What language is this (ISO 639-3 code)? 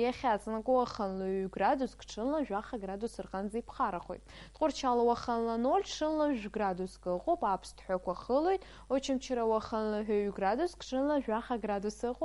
abk